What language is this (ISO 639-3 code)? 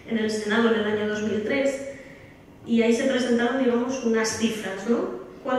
spa